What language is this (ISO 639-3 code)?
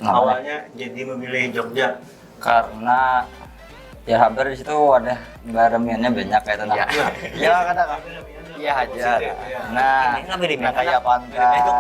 bjn